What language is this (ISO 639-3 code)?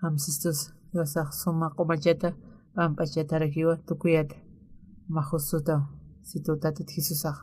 aym